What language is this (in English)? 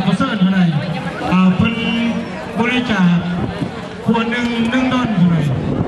Lao